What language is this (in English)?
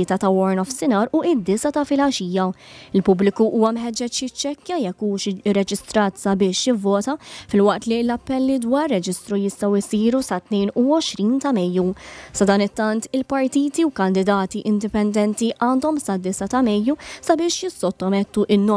Maltese